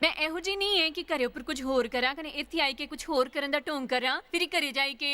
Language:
Dogri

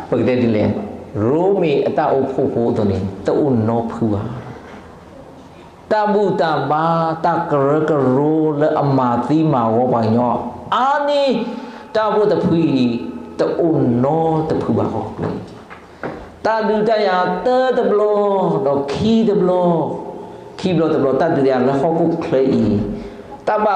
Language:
S'gaw Karen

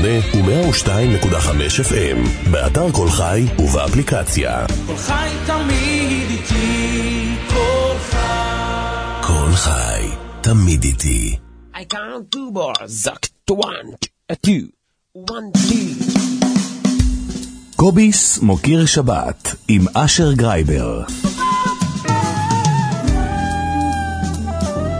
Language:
Hebrew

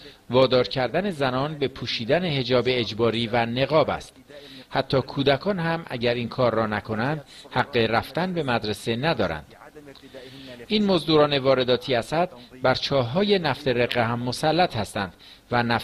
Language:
Persian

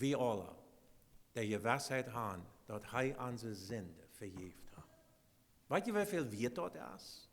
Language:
Plautdietsch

